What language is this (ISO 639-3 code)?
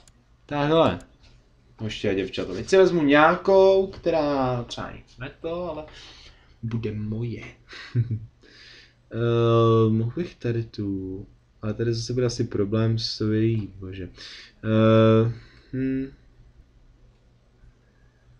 ces